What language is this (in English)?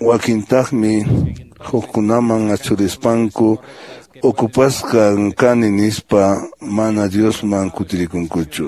Quechua